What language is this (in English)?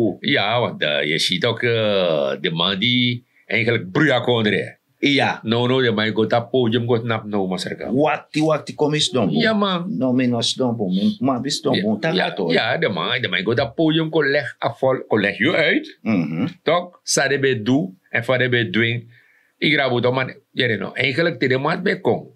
Sranan Tongo